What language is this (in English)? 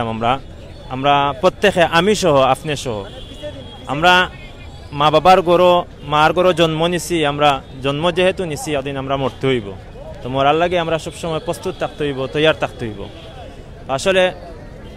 Sylheti